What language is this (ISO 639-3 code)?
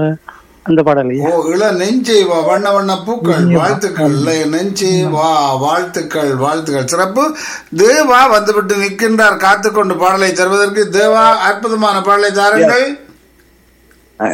tam